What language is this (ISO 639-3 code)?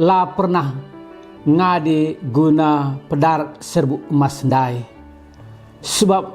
btx